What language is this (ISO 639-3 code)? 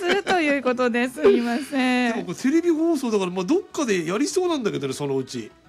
jpn